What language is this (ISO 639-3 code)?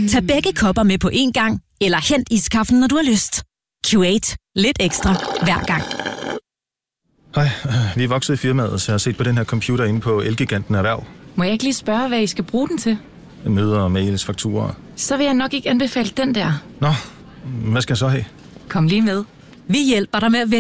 dan